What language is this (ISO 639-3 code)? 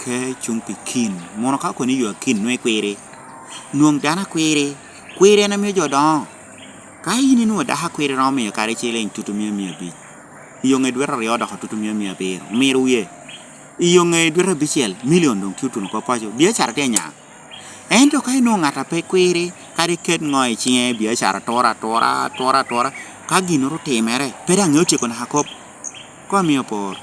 laj